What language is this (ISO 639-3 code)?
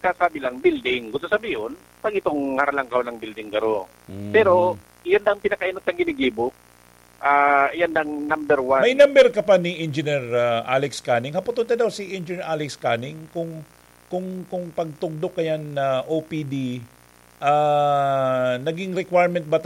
bik